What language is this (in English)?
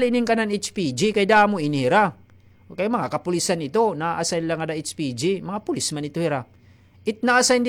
Waray